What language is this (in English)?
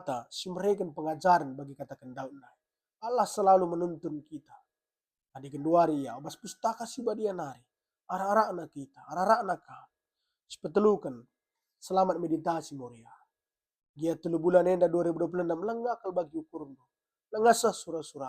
Batak Karo